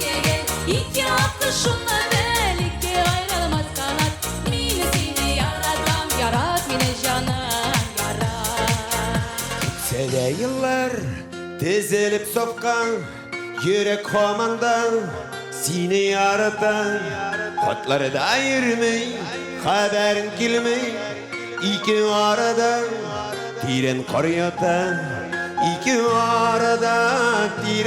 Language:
Tatar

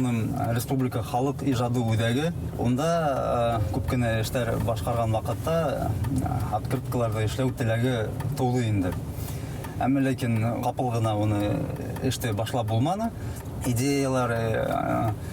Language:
Bashkir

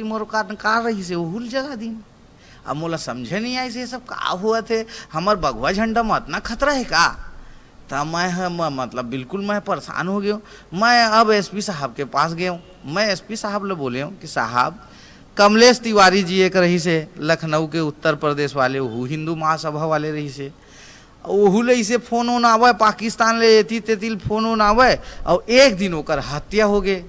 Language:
Chhattisgarhi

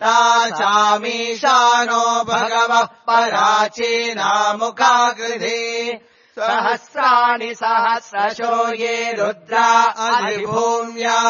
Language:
Sanskrit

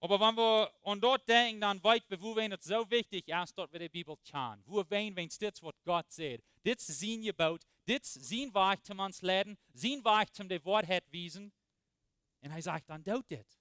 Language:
Plautdietsch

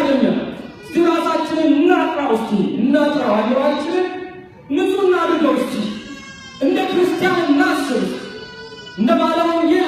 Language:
Amharic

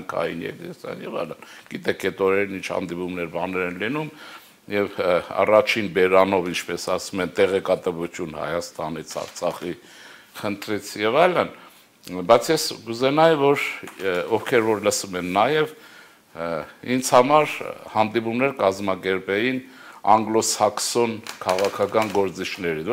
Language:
Armenian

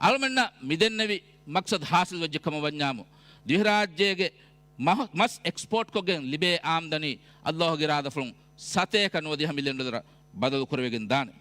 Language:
Divehi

